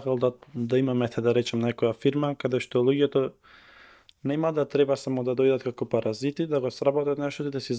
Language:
Macedonian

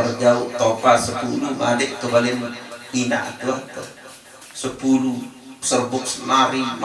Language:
Sasak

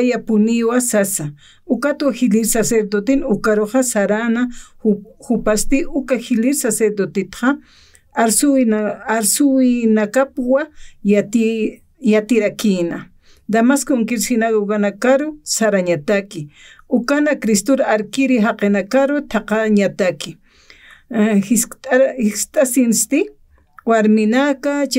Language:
Aymara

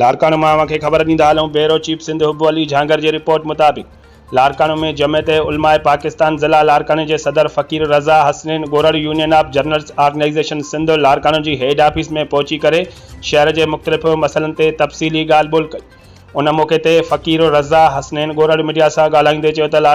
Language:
Sindhi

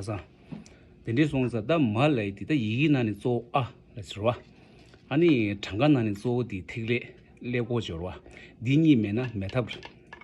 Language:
Tibetan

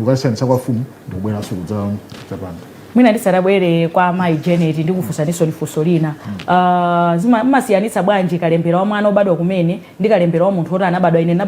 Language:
Nyanja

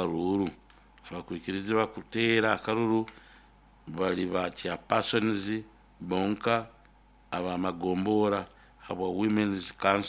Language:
Nyoro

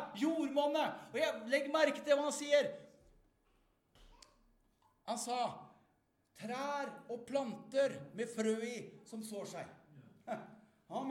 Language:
Norwegian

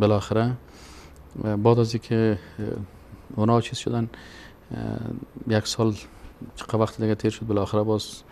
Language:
Persian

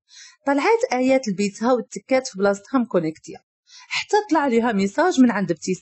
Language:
Moroccan Arabic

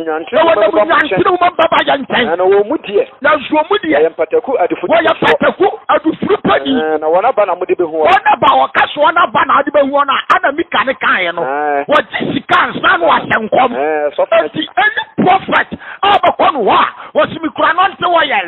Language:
Akan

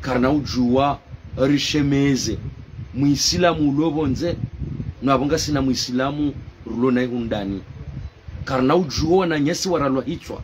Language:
Ngazidja Comorian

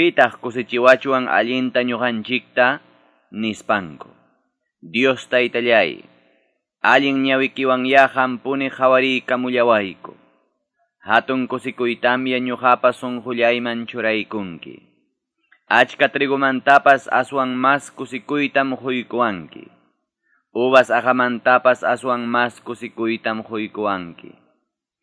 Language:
Quechua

